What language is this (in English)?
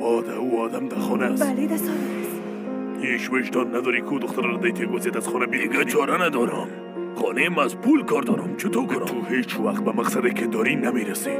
Persian